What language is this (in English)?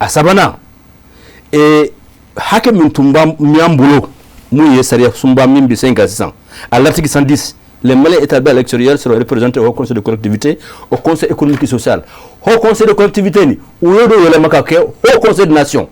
Bambara